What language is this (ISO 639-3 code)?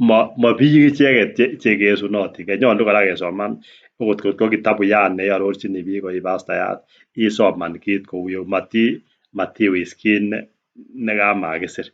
kln